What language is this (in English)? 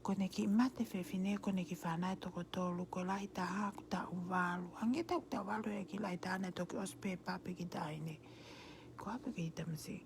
Tongan